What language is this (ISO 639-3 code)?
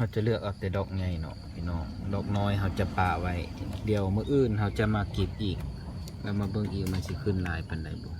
lao